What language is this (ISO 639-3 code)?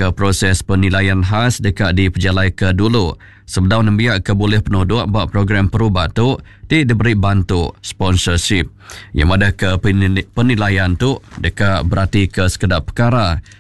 iba